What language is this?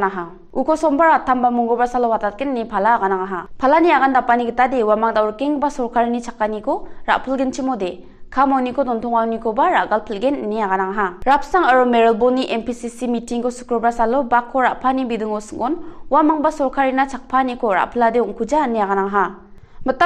Garo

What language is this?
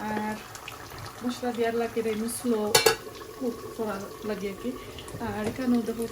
Sylheti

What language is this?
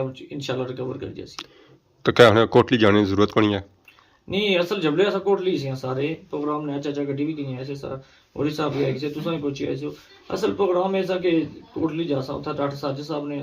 Pahari-Potwari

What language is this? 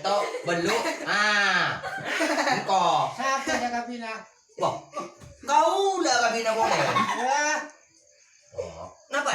Madurese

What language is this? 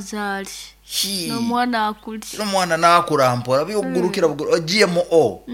Nyankole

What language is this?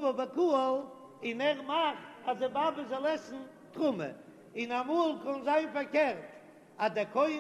Yiddish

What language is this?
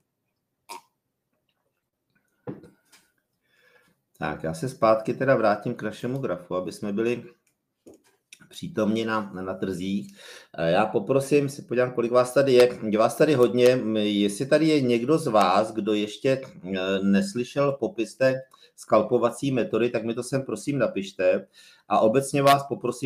Czech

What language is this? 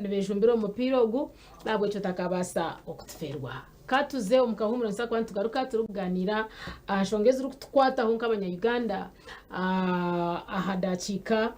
Nyankole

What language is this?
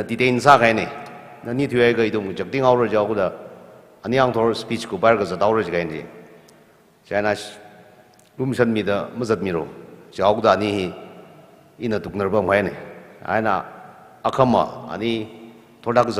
Tangkhul Naga (India)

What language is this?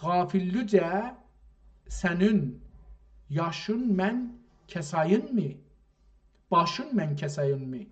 South Azerbaijani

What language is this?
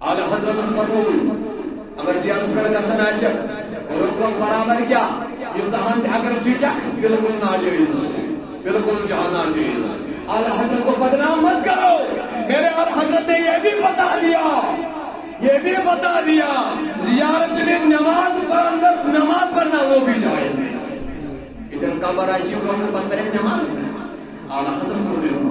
Kashmiri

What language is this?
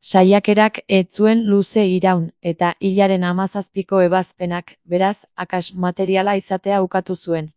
Basque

